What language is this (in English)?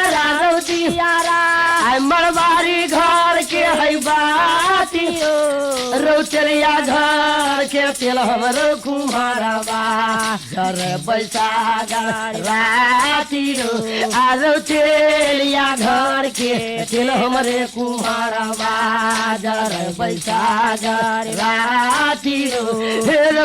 Maithili